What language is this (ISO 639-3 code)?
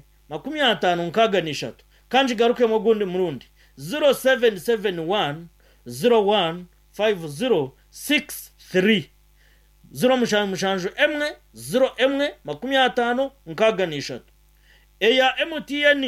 nyn